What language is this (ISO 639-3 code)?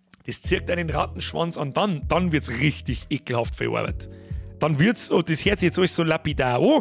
bar